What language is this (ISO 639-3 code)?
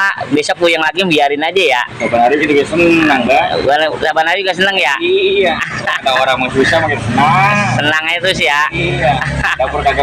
bew